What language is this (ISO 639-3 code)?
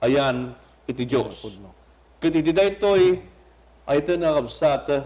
ilo